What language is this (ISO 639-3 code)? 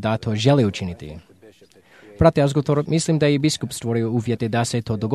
hrv